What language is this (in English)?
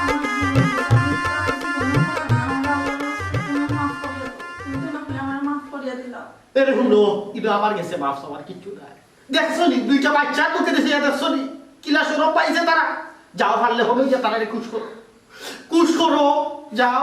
Sylheti